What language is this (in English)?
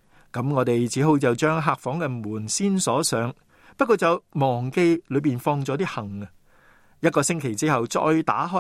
Cantonese